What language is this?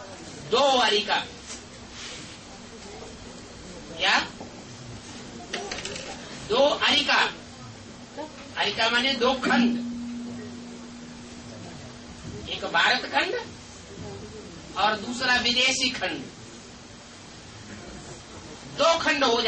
Hindi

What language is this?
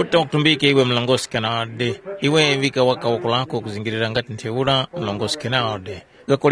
Tumbuka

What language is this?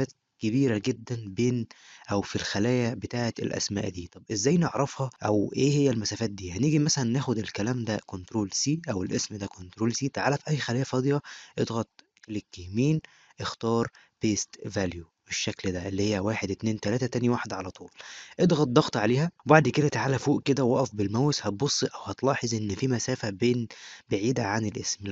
Egyptian Arabic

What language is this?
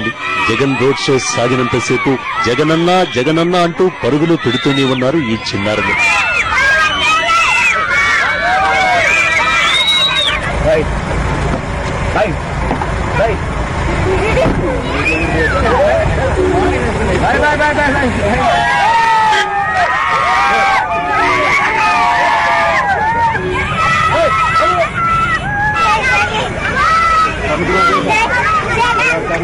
Telugu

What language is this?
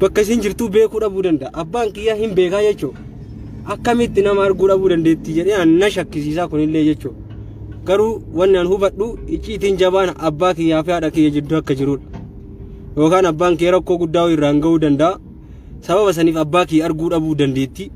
Oromo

